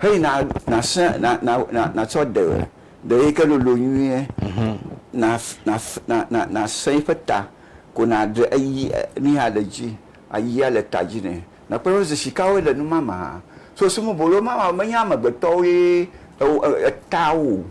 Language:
Ewe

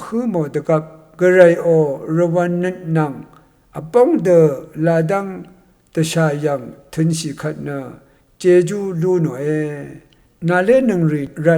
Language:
Rawang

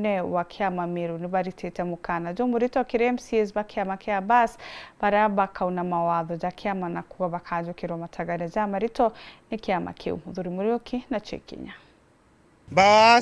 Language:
Meru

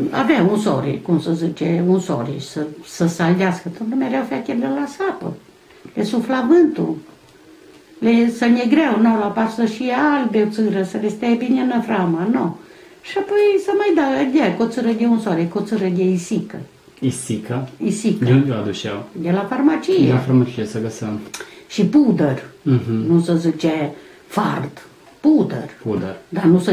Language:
Romanian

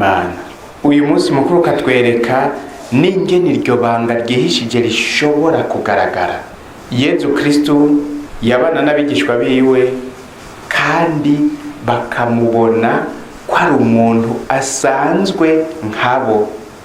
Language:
Rundi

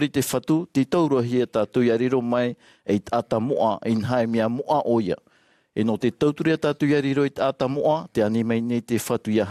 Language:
Tahitian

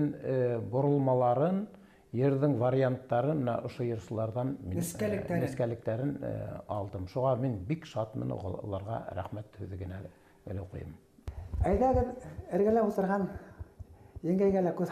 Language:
Bashkir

